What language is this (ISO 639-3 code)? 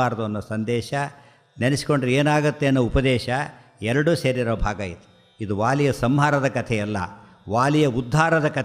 kan